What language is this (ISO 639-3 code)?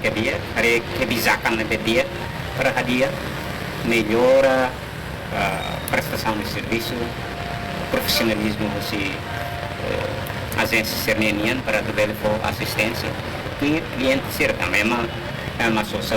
tet